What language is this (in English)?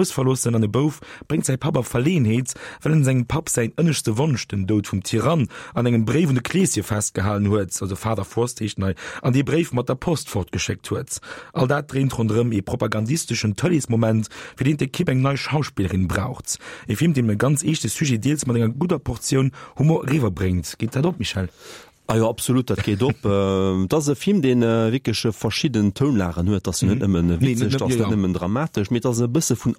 Luxembourgish